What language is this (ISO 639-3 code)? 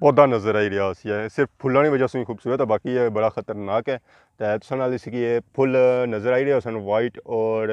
phr